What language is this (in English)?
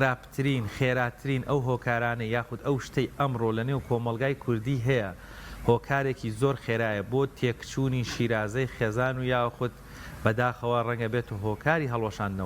Central Kurdish